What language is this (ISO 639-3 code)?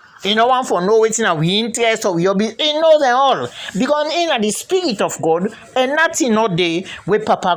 kri